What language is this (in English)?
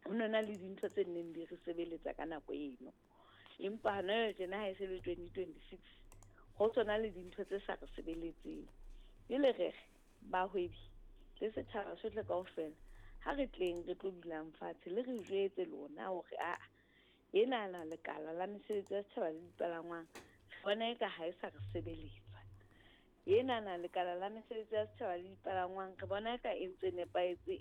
Southern Sotho